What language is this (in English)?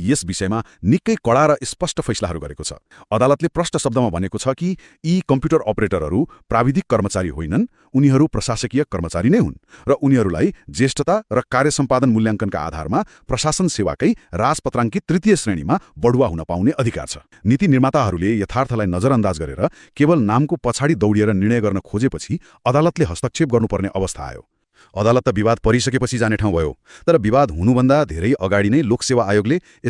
Nepali